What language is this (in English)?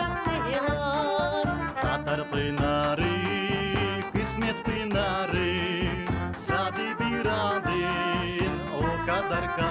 Gagauz